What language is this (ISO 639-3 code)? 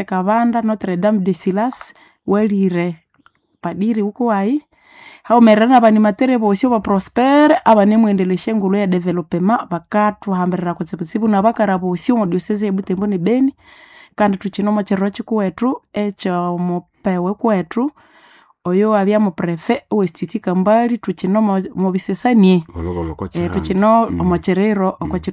nnb